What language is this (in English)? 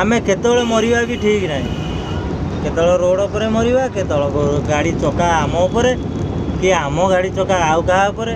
Odia